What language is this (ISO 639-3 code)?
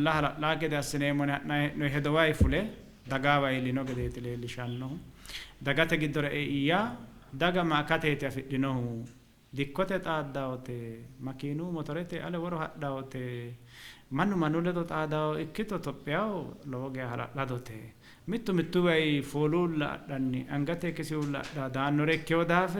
sid